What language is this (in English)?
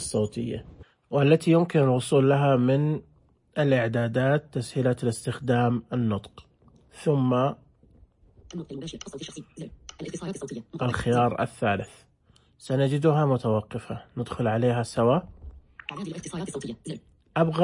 Najdi Arabic